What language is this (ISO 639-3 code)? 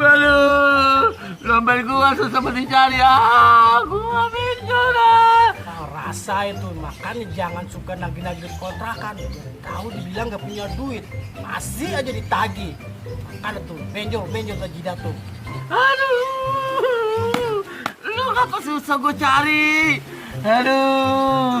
bew